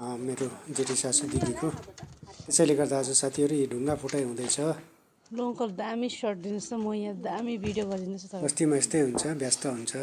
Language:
Nepali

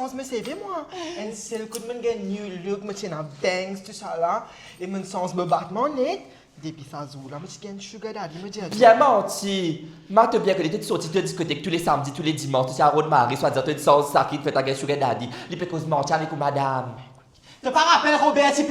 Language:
Morisyen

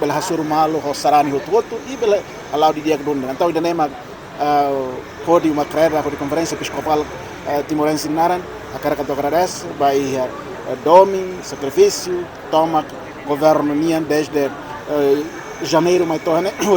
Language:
Tetum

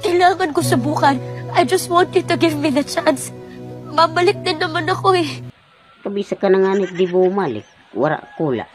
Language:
Waray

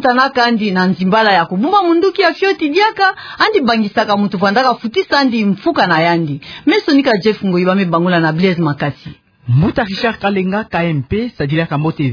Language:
Kituba (Democratic Republic of Congo)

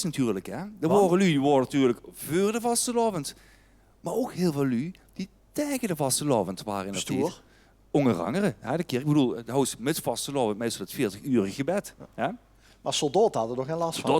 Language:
Limburgish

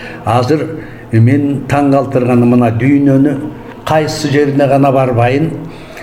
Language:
Kyrgyz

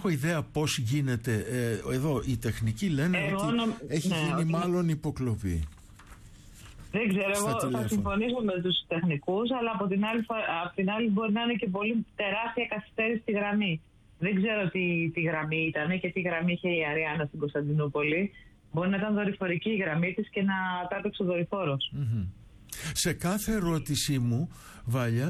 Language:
Greek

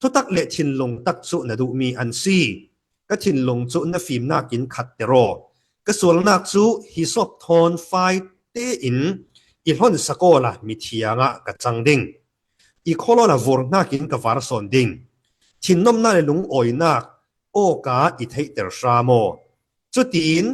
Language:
Falam Chin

